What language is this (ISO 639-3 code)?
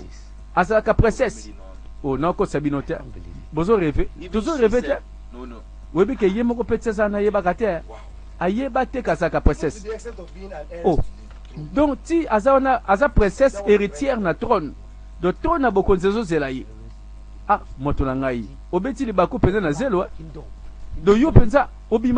lin